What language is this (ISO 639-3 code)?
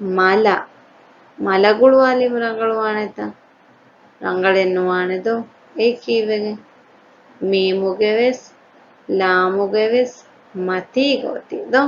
div